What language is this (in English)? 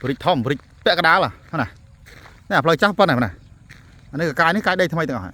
Khmer